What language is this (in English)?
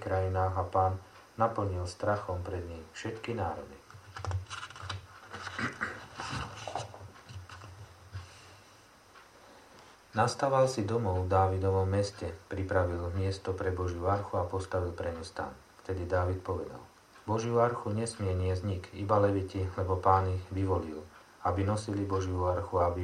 Slovak